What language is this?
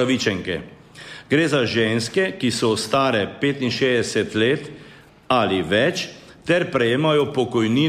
Slovenian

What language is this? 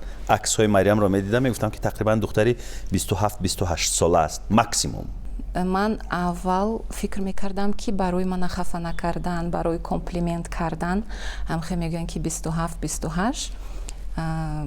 Tajik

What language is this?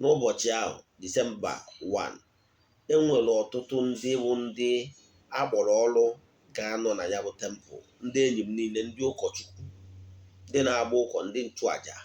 Igbo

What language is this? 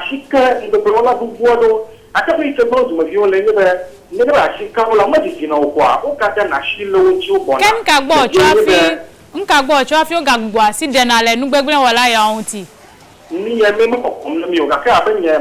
Ewe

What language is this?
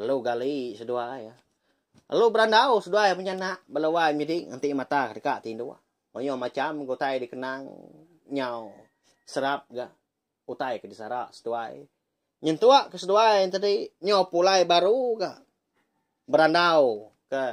Iban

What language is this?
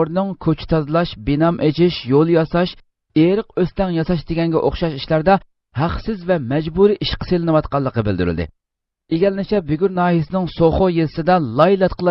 Uyghur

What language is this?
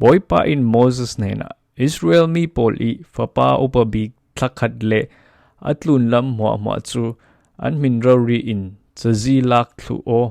Falam Chin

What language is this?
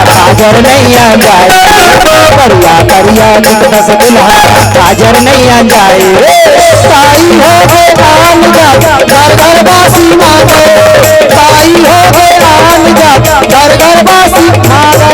Chhattisgarhi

